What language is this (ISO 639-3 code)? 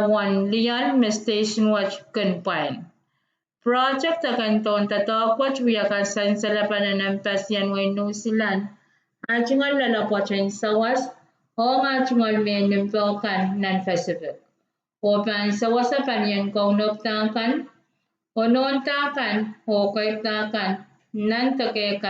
pon